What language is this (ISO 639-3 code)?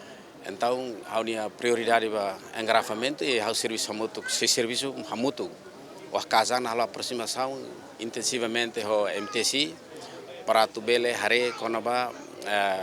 tet